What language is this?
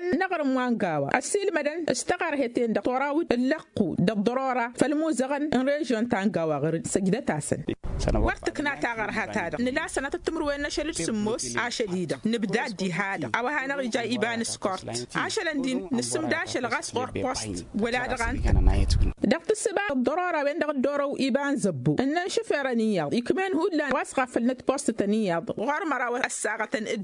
Tamasheq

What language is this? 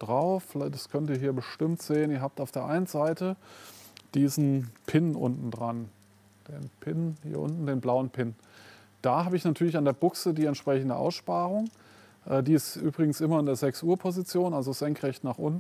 German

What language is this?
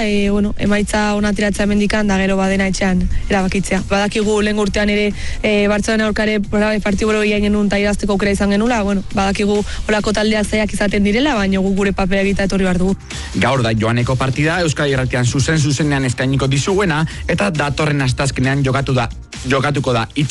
Basque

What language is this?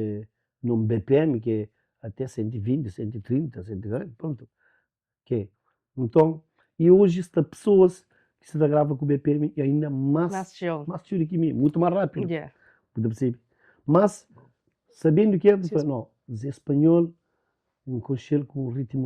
Kabuverdianu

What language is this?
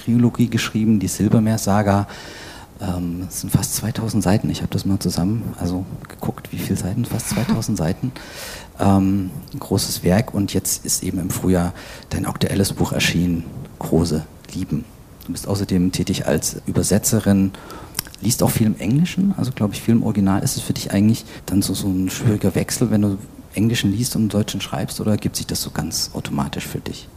German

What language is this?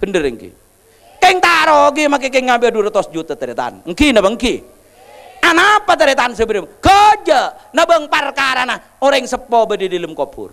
Madurese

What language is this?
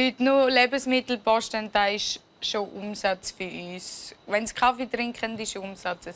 Swiss German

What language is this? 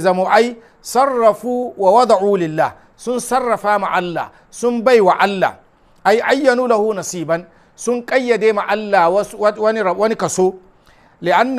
Hausa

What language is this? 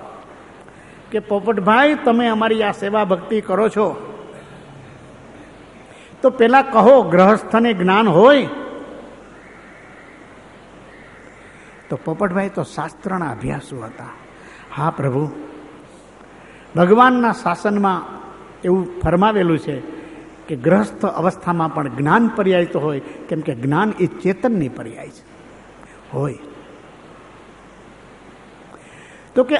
Gujarati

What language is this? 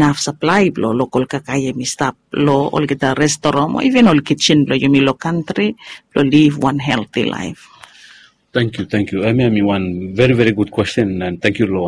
Bislama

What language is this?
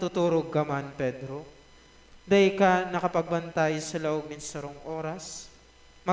Bikol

